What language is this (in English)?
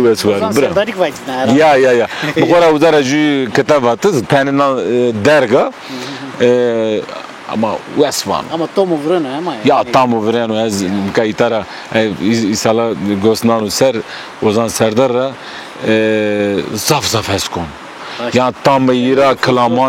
Zaza